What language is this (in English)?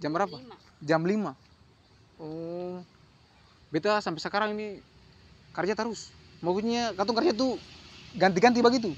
Ambonese Malay